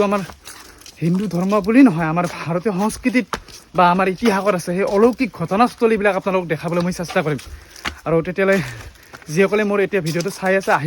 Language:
Assamese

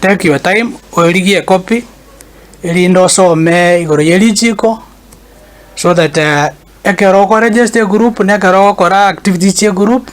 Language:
Gusii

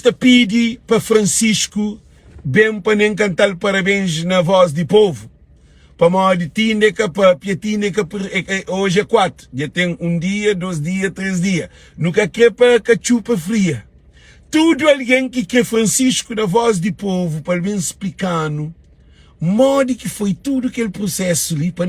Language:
Kabuverdianu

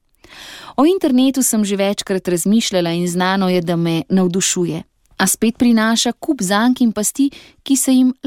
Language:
Slovenian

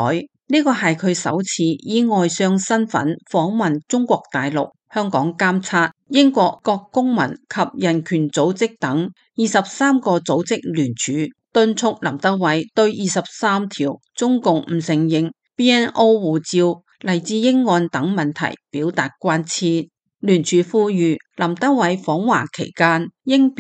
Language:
Cantonese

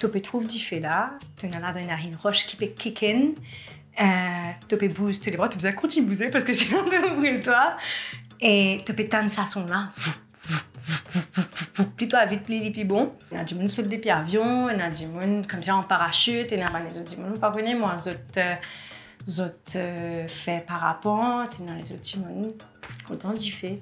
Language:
Morisyen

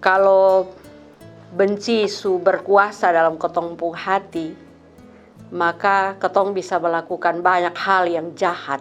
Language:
Kupang Malay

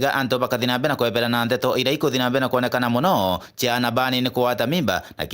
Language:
Meru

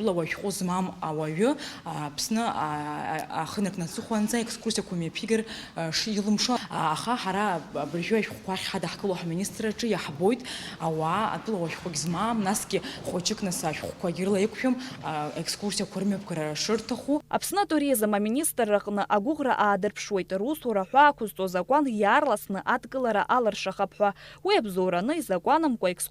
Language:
Abkhazian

